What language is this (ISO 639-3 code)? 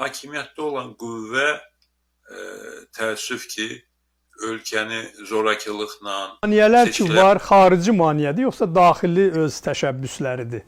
aze